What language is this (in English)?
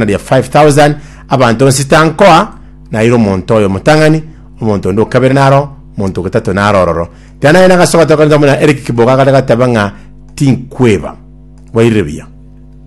Gusii